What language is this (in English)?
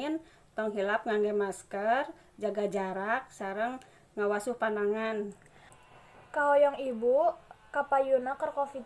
Sundanese